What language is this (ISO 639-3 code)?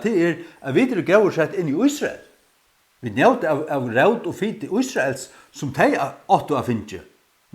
fao